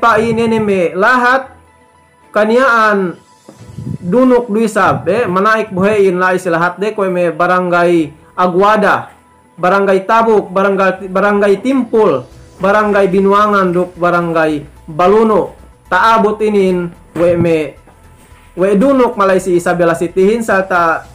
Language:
Yakan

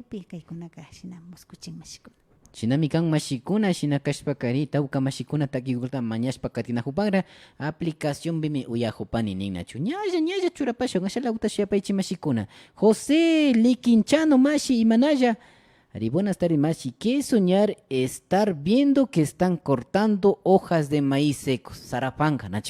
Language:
Imbabura Highland Quichua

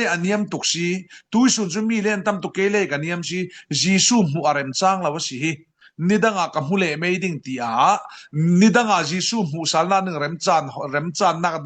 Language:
Falam Chin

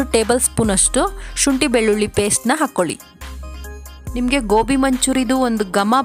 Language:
Kannada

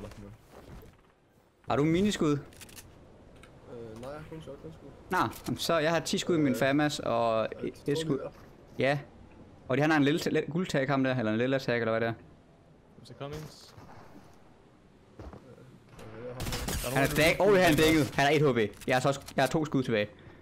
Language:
Danish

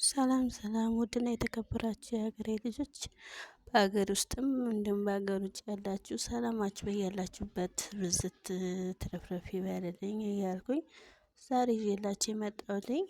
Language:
Amharic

